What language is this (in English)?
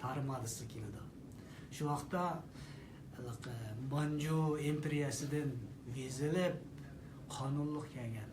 Uyghur